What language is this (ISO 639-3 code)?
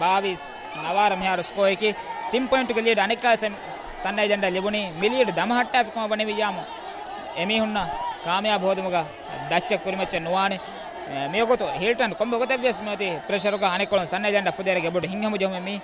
div